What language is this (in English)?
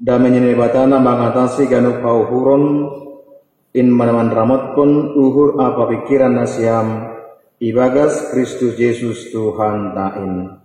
Batak Simalungun